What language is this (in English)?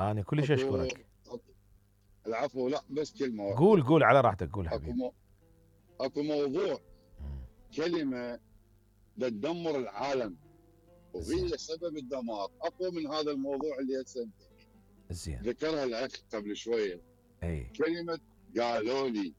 Mesopotamian Arabic